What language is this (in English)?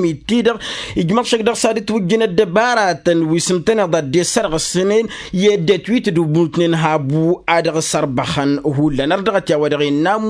Tamasheq